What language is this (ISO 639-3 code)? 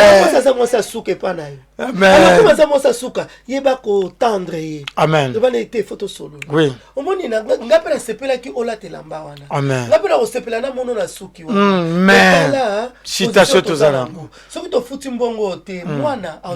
lin